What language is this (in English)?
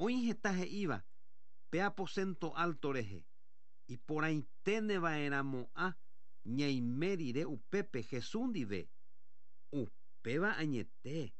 Guarani